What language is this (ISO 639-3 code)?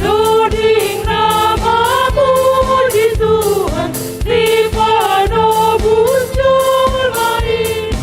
bts